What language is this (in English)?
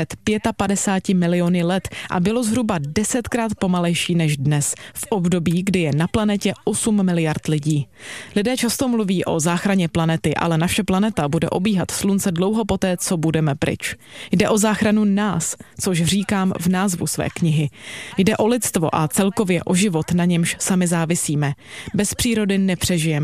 Czech